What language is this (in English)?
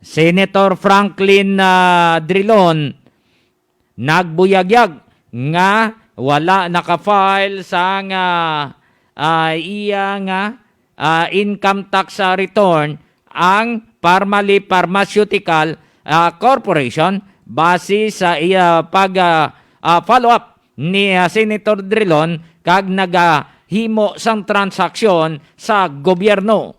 Hiligaynon